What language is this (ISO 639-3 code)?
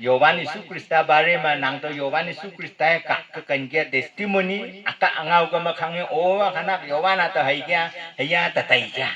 nnp